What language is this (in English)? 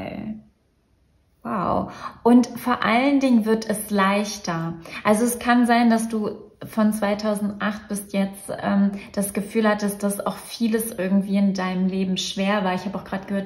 German